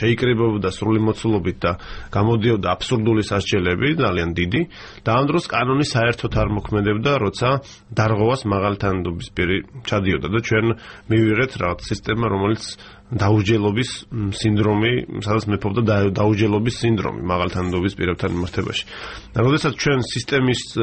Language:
Georgian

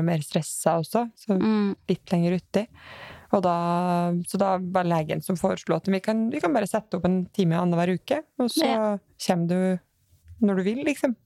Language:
Norwegian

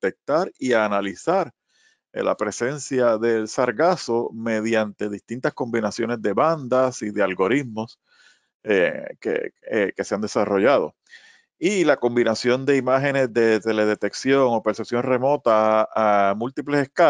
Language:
Spanish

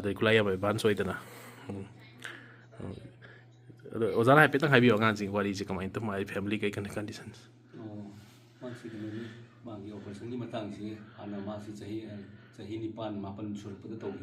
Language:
Manipuri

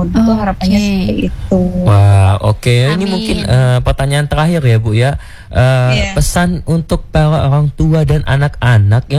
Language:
Indonesian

